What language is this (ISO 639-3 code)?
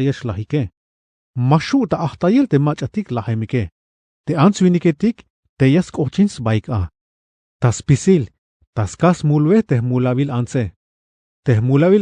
tzh